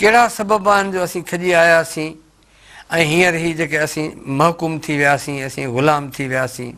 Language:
Sindhi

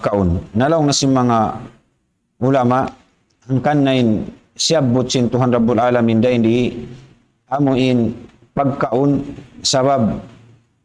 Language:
Tausug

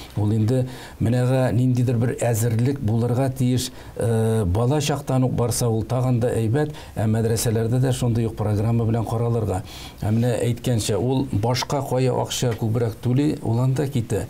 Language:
Tatar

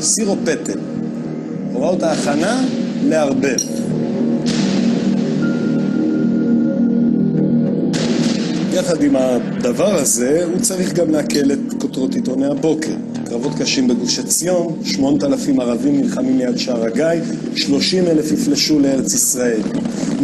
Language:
Hebrew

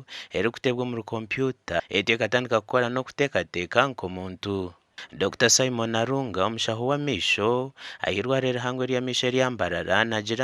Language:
Nyankole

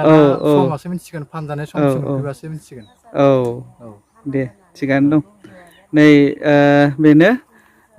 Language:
Bodo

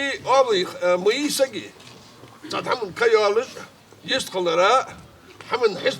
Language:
Ingush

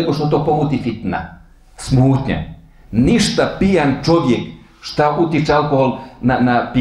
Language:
Bosnian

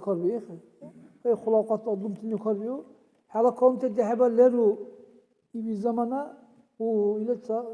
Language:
Dargwa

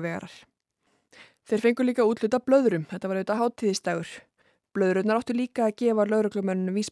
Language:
Icelandic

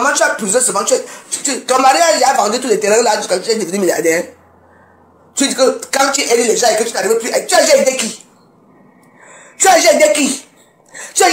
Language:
French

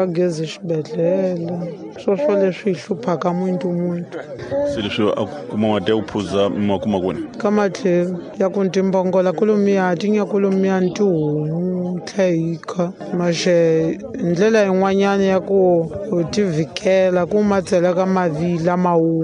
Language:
Tsonga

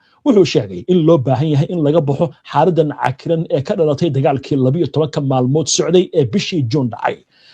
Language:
Somali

